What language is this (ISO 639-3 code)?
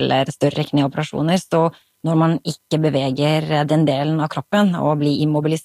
nor